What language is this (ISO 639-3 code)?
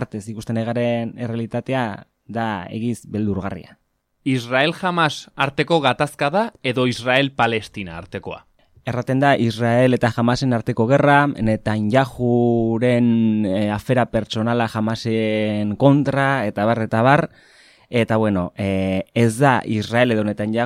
eus